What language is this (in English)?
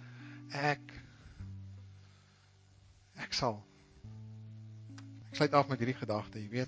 Afrikaans